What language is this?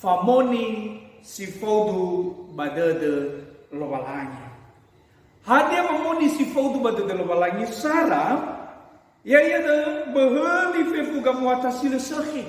Nias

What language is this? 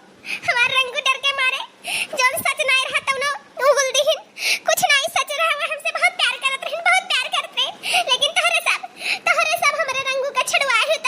Awadhi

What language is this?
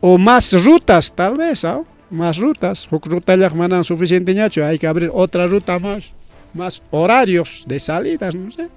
Ayacucho Quechua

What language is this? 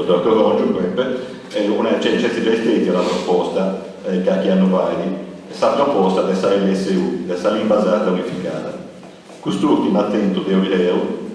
Sardinian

